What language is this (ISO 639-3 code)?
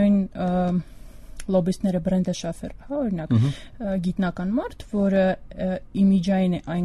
hye